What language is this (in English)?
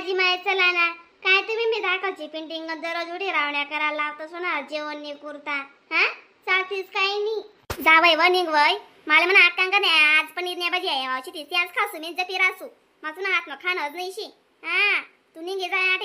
Khandesi